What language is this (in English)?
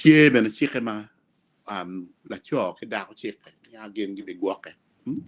Acoli